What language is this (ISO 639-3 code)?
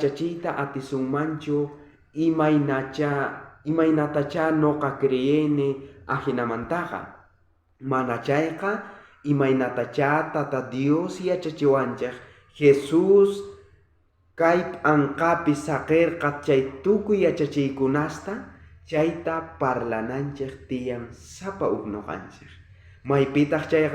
quh